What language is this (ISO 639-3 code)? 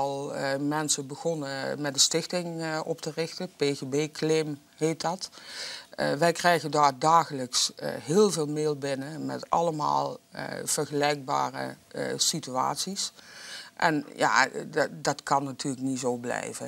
nld